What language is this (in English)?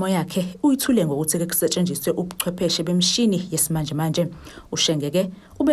Zulu